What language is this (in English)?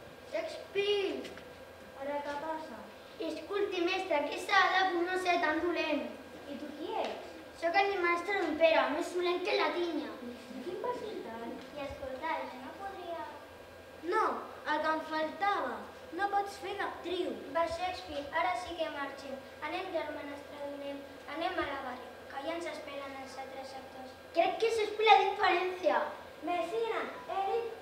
Catalan